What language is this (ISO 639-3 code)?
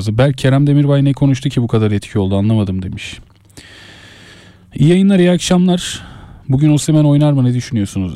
tur